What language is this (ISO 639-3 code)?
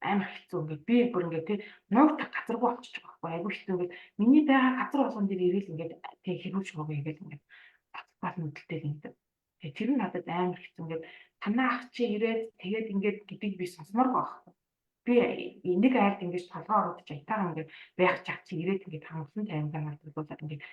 mon